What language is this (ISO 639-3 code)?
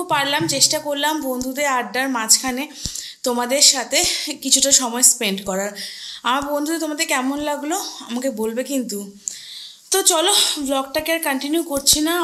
ben